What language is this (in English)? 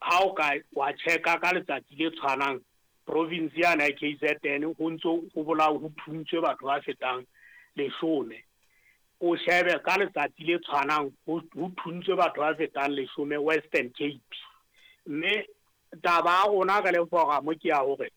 Southern Sotho